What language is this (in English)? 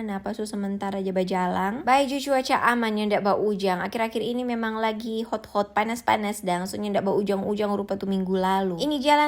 Manado Malay